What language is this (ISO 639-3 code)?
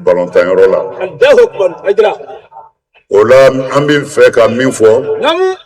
bam